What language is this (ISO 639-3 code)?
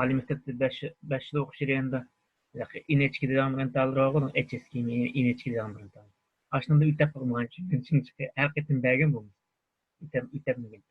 uig